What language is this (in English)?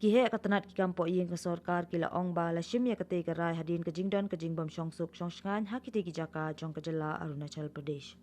Khasi